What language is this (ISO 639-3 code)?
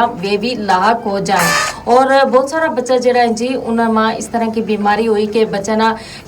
gju